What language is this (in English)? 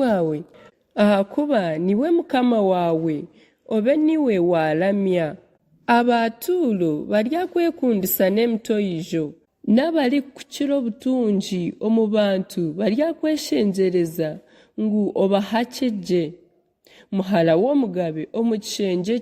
Nyankole